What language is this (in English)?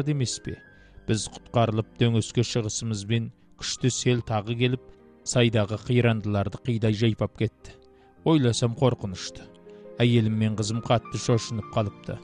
Kazakh